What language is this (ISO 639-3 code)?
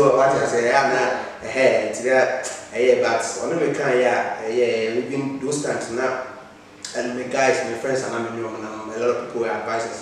eng